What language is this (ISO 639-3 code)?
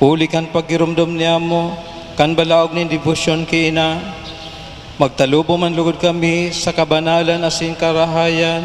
bik